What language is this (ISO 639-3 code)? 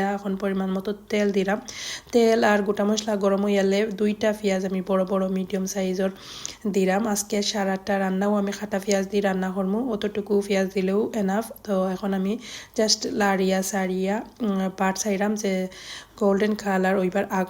syl